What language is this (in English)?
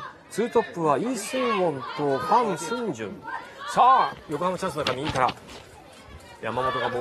Japanese